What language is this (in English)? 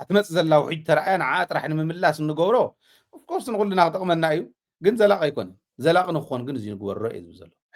Tigrinya